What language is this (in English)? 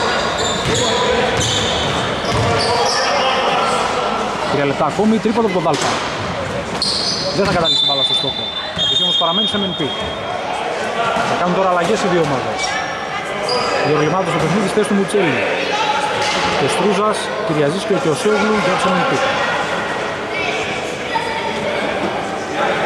Greek